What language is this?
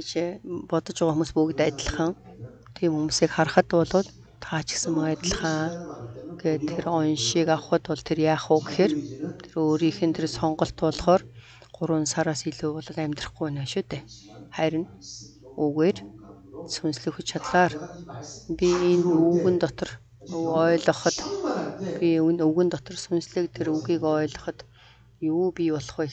Mongolian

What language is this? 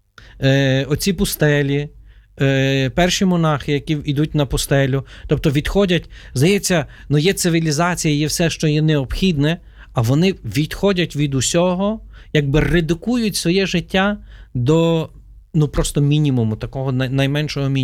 Ukrainian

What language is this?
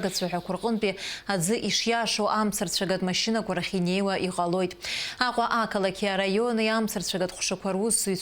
Abkhazian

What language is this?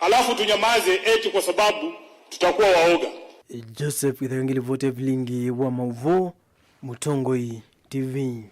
Kamba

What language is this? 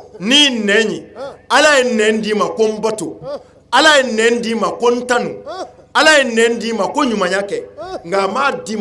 Bambara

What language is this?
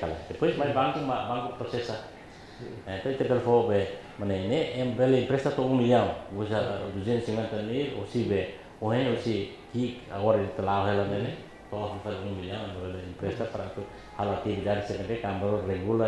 Tetum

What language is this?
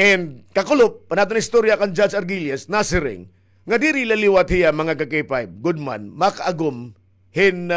Waray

